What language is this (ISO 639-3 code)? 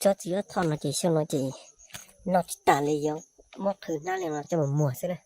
hmn